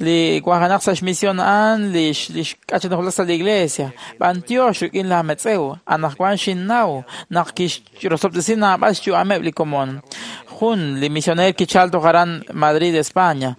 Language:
Kekchí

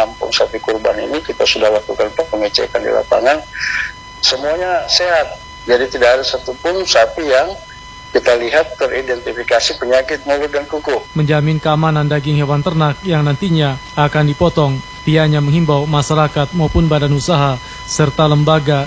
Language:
Indonesian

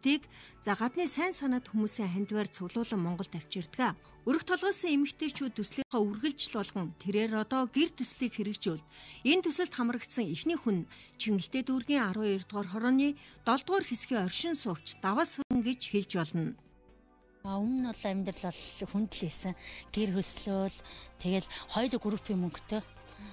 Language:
Mongolian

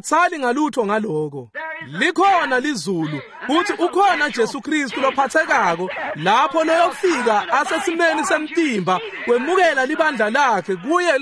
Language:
Swati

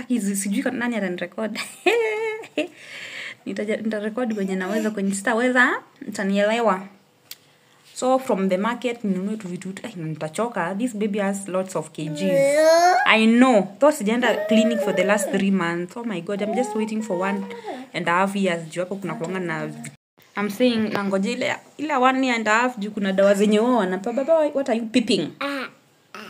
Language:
Swahili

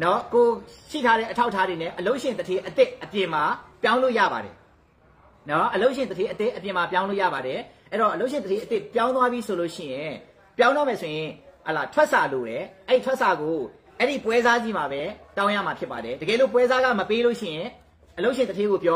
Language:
Burmese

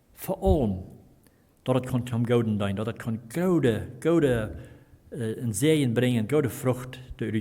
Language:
Plautdietsch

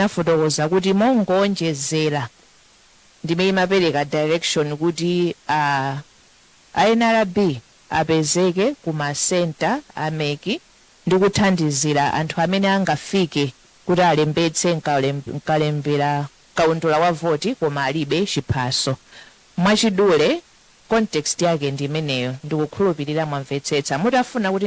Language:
Nyanja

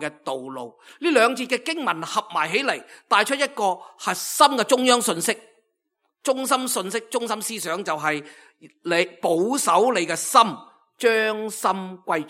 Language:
Cantonese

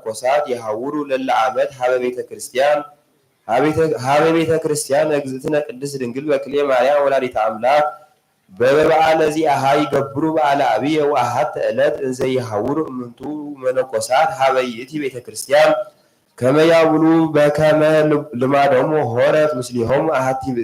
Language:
Geez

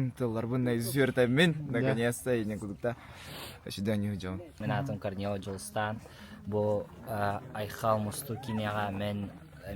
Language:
Yakut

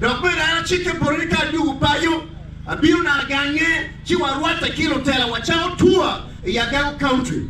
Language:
Acoli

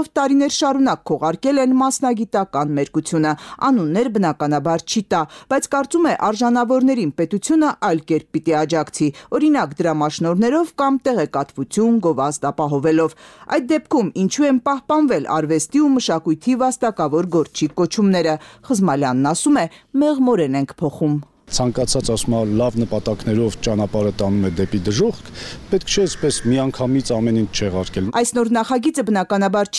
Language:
Armenian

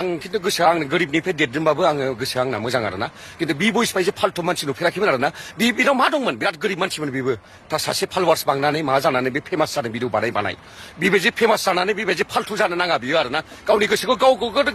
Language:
Bodo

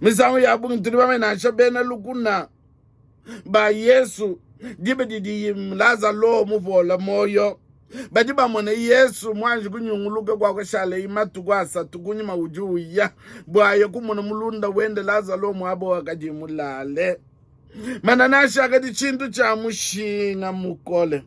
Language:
Luba-Lulua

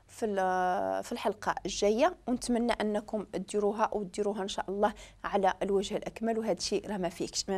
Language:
Moroccan Arabic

